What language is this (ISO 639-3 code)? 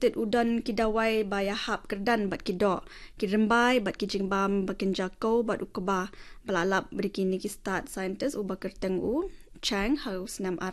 kha